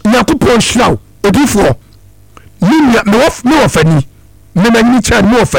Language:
Akan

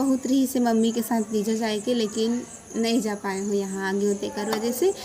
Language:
Chhattisgarhi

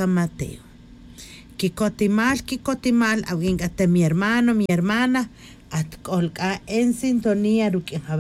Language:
Tz'utujil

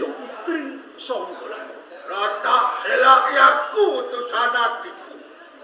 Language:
Javanese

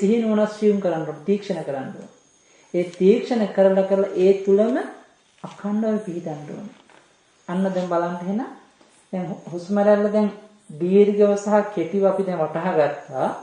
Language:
Sinhala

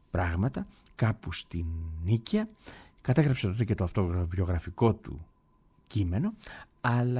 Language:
Greek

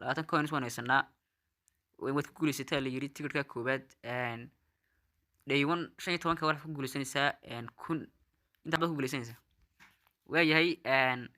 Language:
Somali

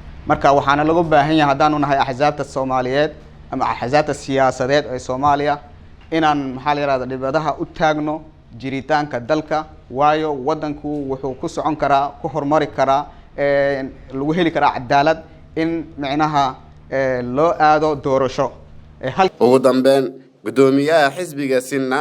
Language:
Somali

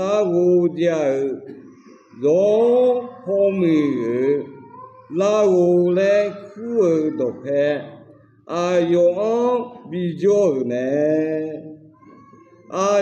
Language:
Akha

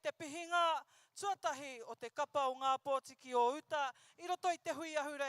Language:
Māori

